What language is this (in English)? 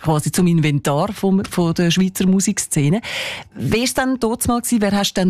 German